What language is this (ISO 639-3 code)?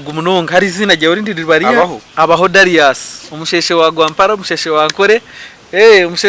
nyn